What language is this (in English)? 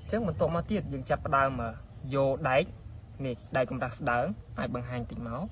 Khmer